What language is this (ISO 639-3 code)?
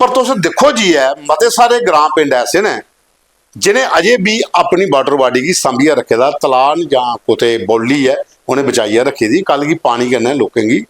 doi